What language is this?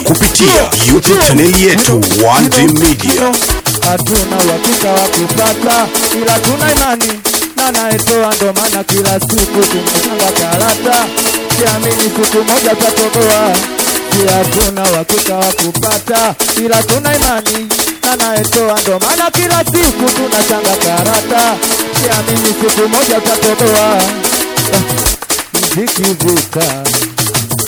Swahili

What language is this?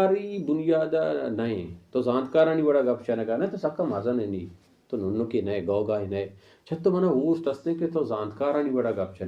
Baluchi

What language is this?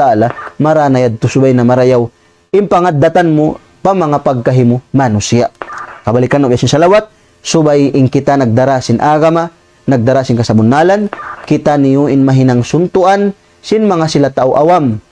Tausug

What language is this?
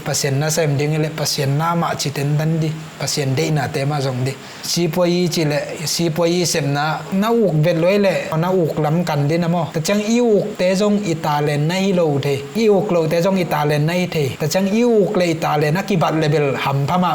Tedim Chin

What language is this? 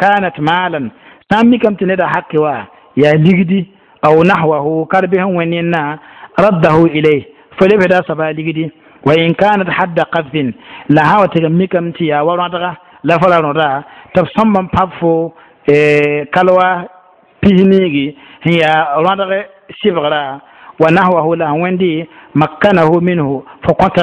Mossi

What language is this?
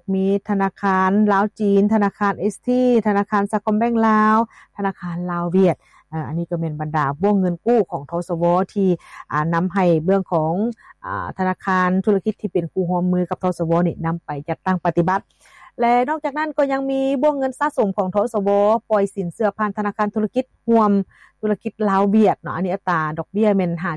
Lao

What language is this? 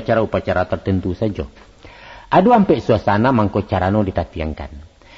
Minangkabau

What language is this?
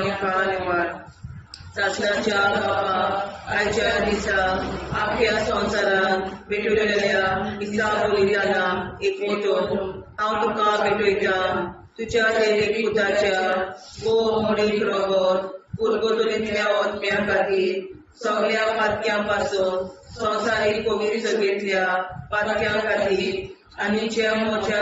Konkani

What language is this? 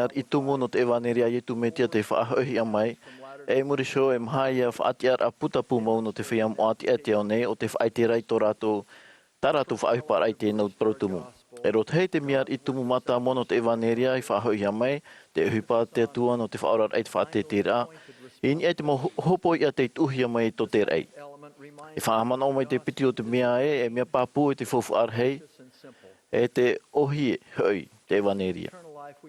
Tahitian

